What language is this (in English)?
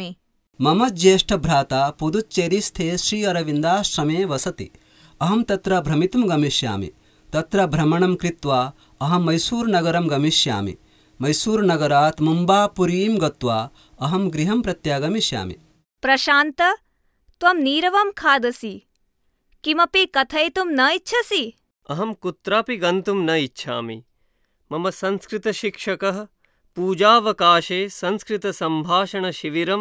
Sanskrit